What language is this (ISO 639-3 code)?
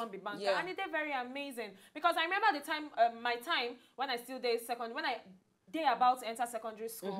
pcm